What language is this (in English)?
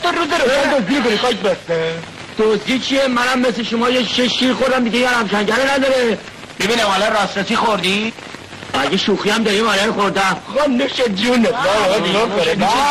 Persian